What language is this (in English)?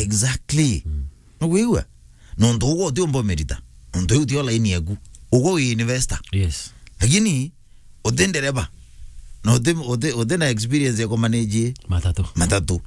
Meru